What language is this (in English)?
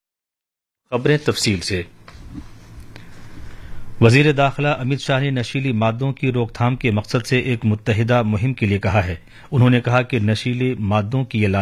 Urdu